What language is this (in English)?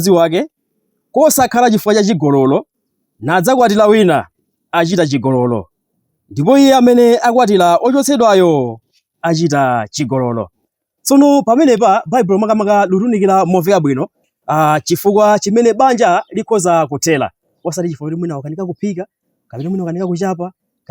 Nyanja